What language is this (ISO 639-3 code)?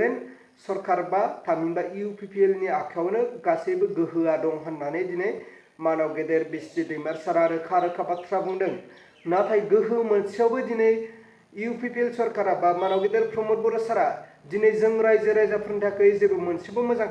brx